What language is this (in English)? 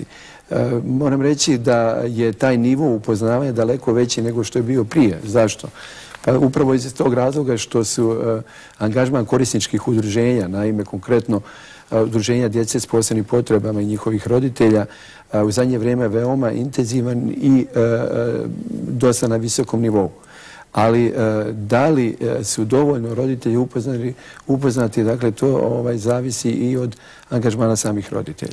Bosnian